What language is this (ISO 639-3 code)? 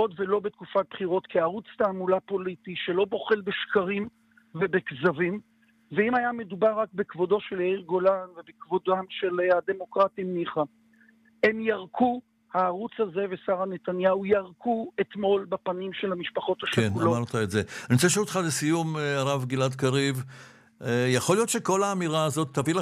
heb